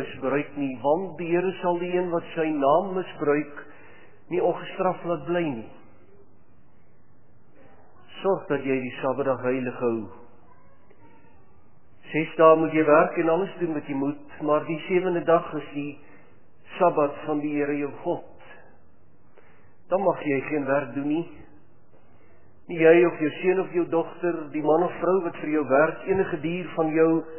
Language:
Afrikaans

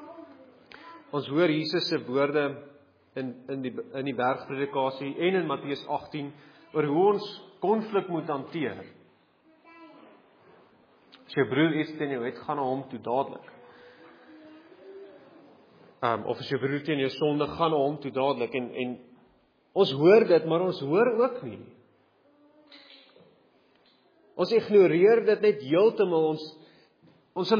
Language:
Afrikaans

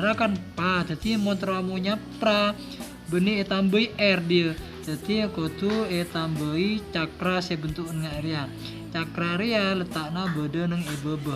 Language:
Madurese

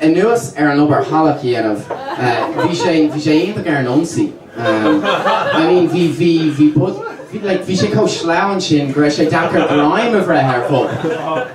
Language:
Irish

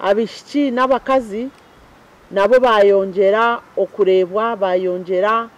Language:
Nyankole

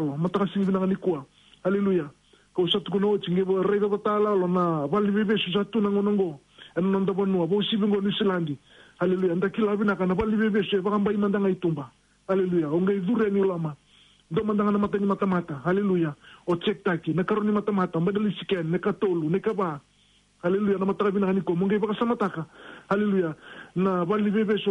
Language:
Fijian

